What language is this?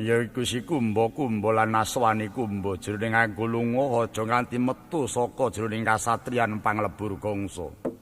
Javanese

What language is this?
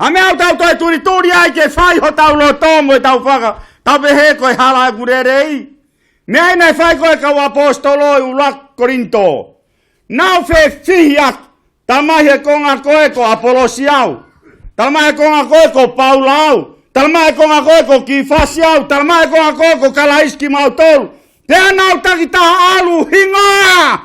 Tongan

